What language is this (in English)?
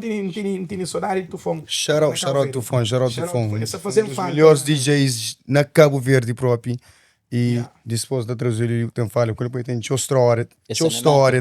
Kabuverdianu